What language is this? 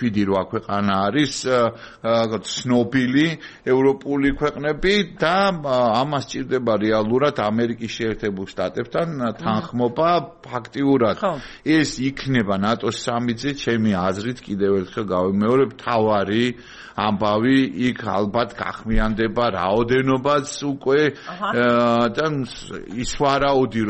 Georgian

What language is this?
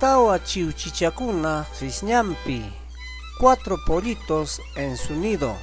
Ayacucho Quechua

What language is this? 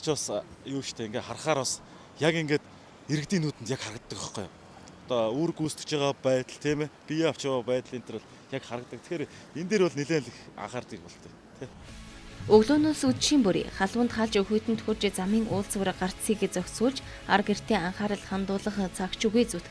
Mongolian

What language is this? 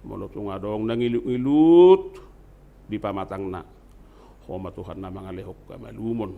Batak Toba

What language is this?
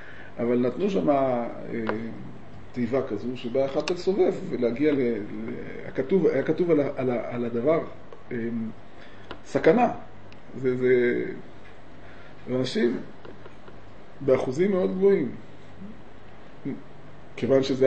Hebrew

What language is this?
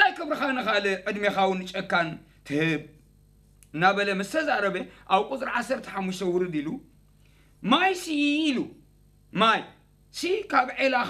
Tigrinya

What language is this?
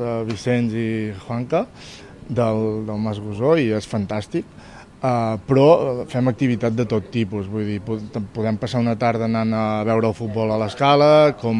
Catalan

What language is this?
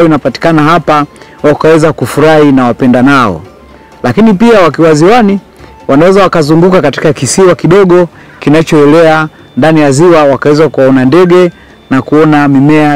Swahili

